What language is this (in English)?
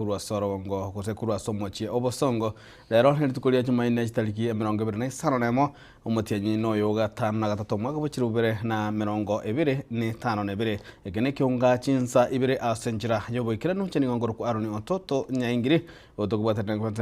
Gusii